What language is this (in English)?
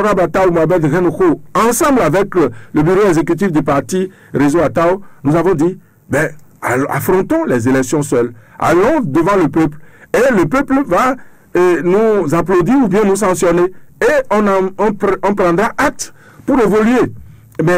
French